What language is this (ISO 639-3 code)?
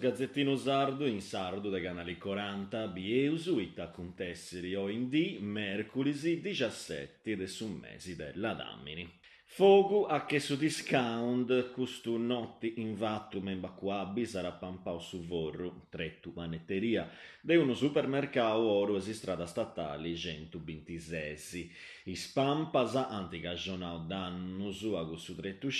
srd